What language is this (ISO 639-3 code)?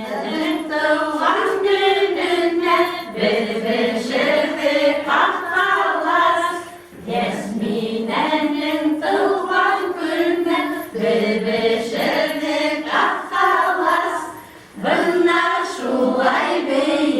bak